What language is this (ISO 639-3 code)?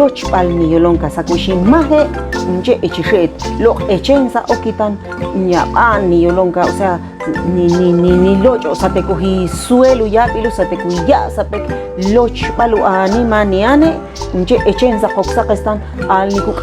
ixl